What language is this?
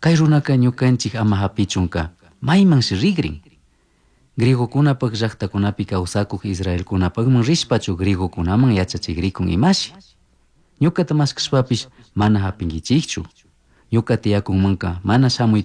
Chimborazo Highland Quichua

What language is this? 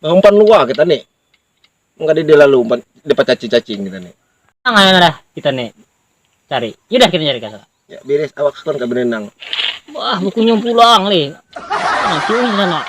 Banjar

